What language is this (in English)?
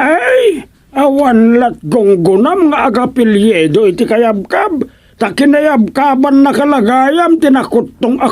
Iloko